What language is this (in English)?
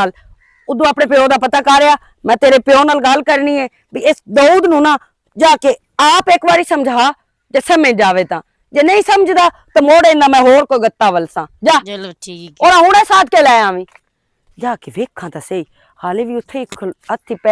Western Panjabi